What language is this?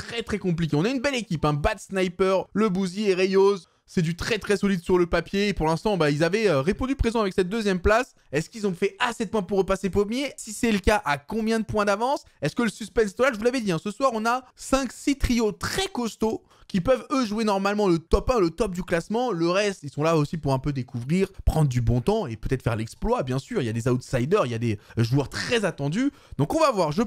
French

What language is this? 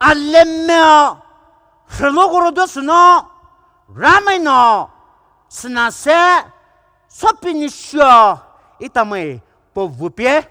Poumei Naga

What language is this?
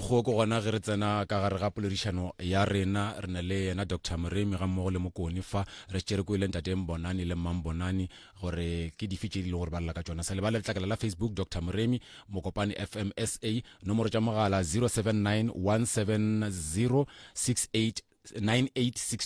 Northern Sotho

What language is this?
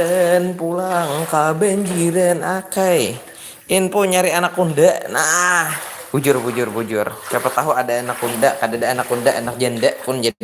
Banjar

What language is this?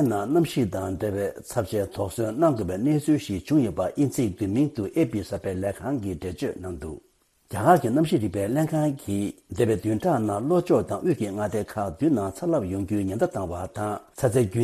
Tibetan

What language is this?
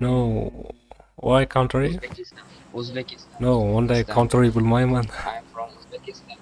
Kara-Kalpak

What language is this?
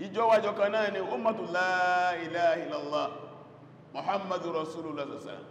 Yoruba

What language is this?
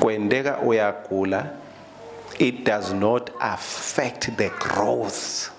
Swati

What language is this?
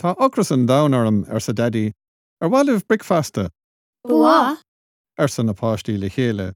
Irish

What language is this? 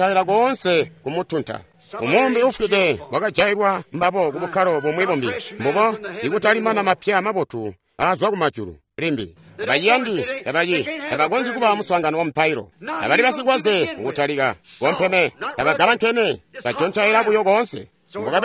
Tonga (Zambia)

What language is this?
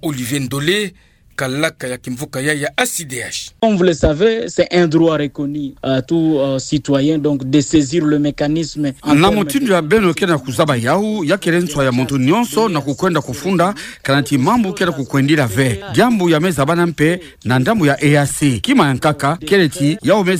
Kituba (Democratic Republic of Congo)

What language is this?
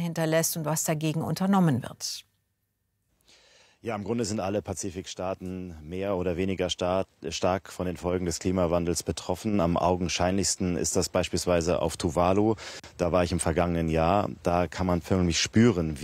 German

